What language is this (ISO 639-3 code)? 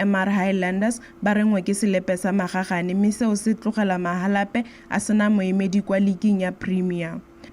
tsn